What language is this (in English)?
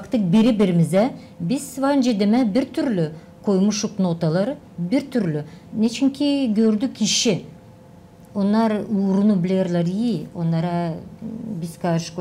Gagauz